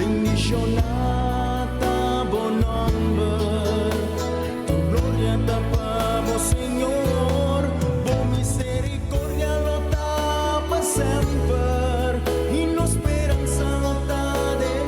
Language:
Papiamento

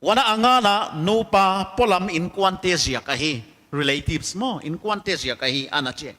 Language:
Paite Chin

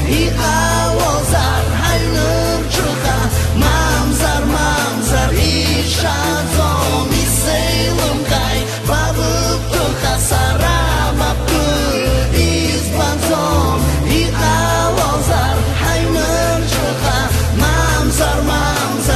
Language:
Abkhazian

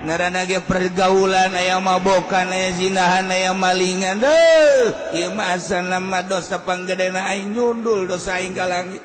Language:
Sundanese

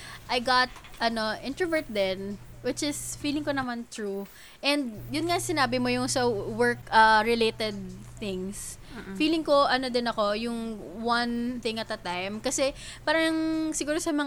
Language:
Filipino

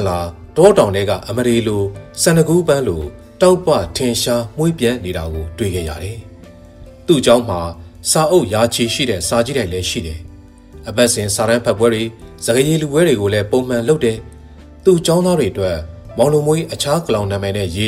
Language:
Burmese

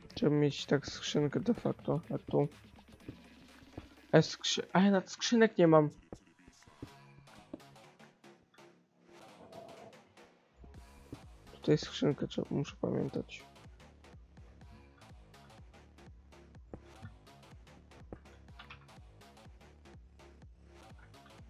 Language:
Polish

